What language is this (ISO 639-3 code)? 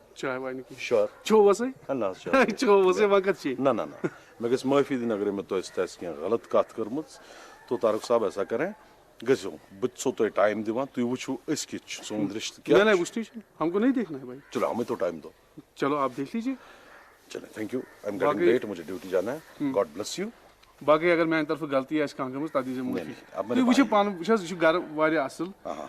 kas